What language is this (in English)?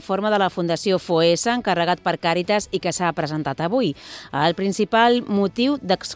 Catalan